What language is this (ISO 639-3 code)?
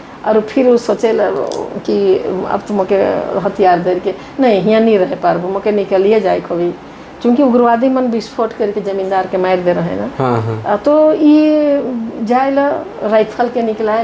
sck